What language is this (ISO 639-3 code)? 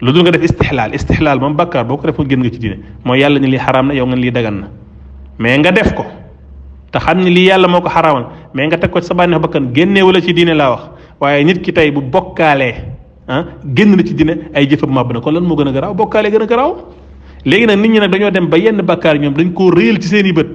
wol